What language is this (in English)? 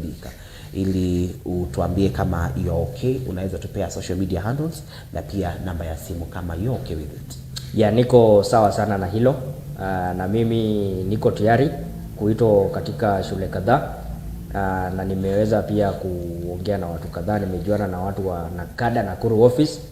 Swahili